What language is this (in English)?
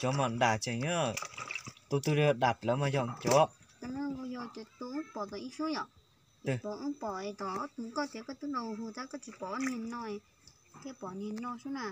Hmong